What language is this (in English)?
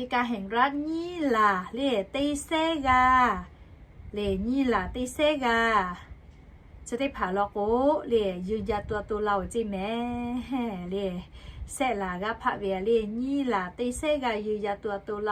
Lahu